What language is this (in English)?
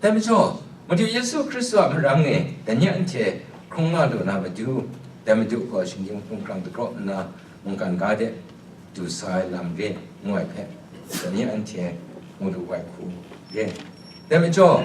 Kachin